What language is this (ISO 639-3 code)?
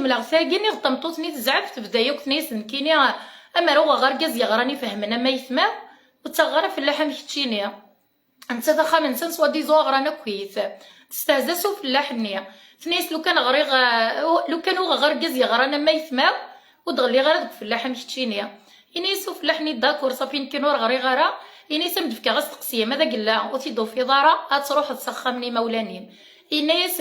kab